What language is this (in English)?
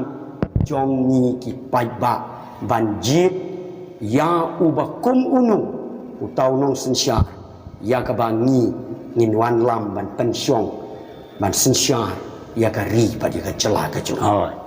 Khasi